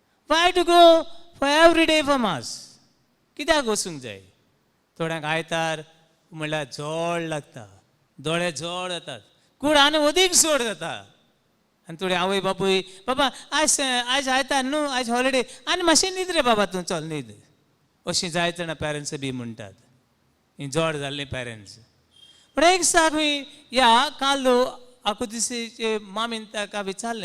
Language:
Konkani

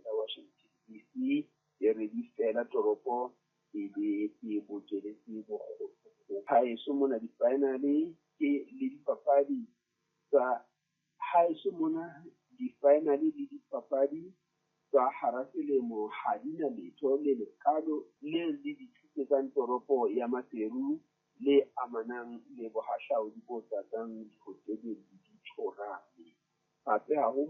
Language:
Southern Sotho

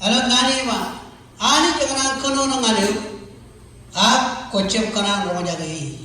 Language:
Marshallese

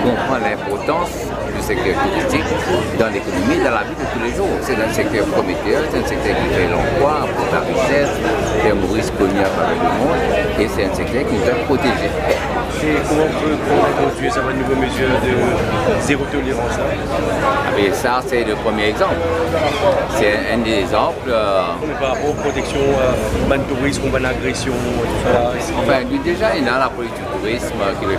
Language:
Morisyen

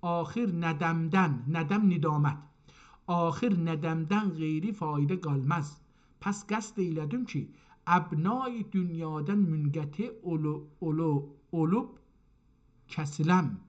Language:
South Azerbaijani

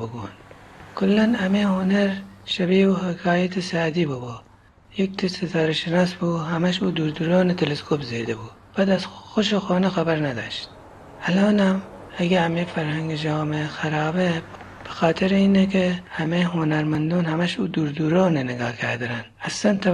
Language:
Gilaki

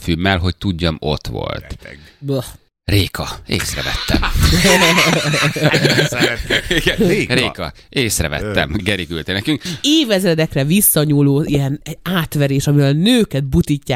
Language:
Hungarian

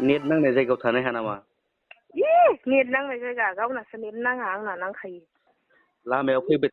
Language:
Bodo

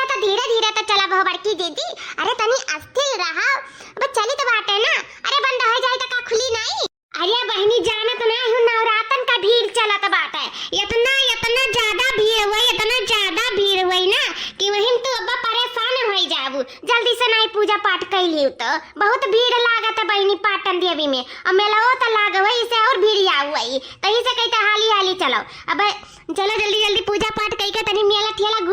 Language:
Awadhi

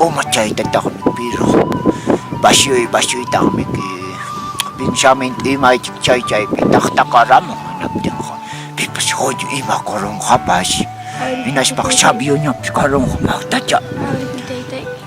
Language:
Quechua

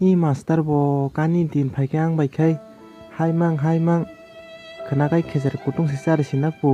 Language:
Kok Borok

